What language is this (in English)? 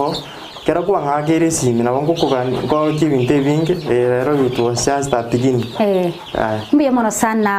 Gusii